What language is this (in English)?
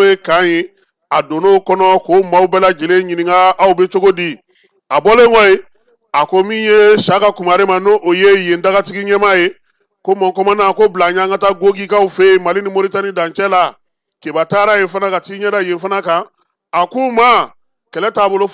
Bambara